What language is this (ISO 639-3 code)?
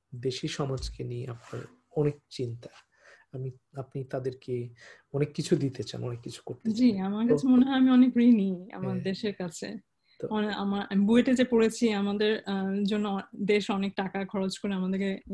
ben